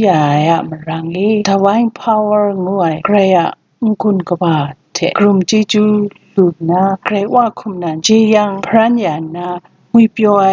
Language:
Kachin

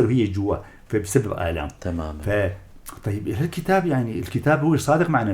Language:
North Levantine Arabic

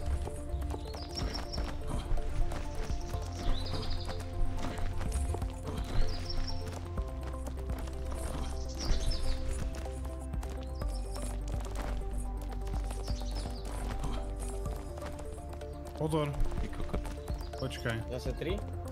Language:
Slovak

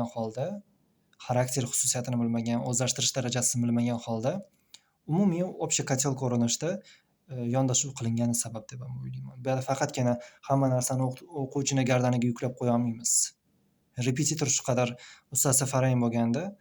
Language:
Uzbek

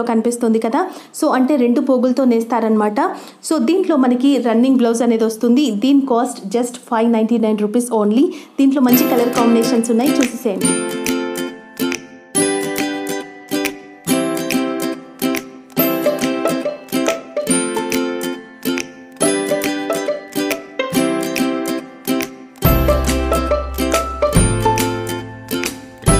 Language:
Telugu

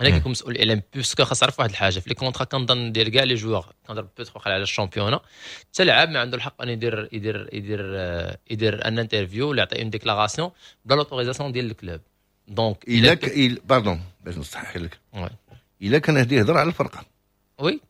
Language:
Moroccan Arabic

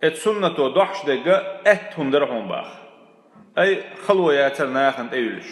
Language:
Chechen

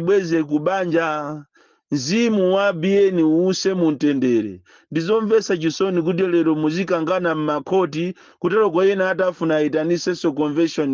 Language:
Nyanja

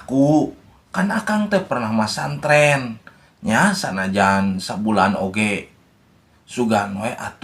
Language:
Sundanese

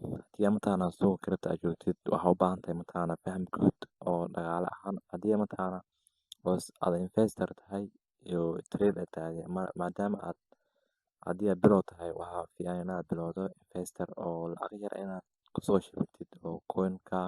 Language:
Somali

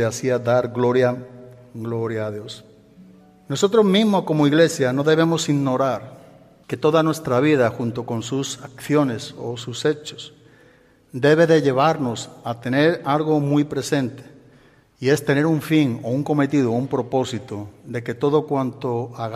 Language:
Spanish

